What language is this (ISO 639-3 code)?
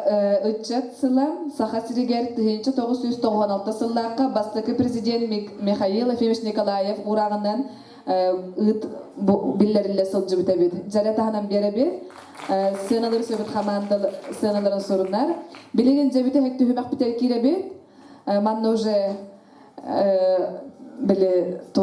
sah